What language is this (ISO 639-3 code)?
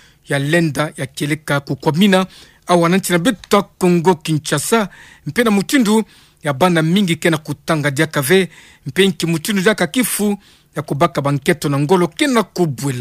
ktu